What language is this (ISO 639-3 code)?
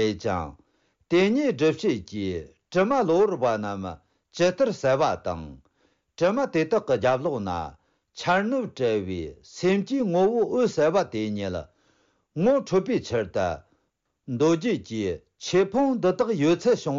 bod